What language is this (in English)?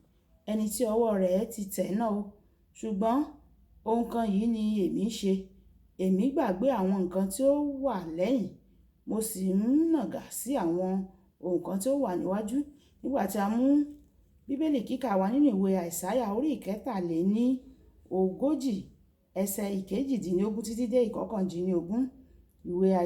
Yoruba